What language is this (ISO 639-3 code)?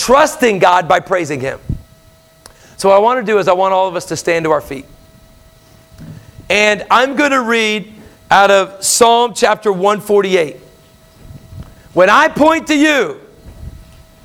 eng